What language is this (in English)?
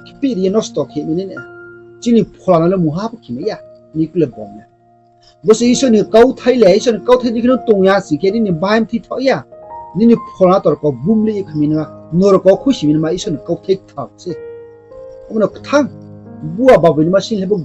Riang (India)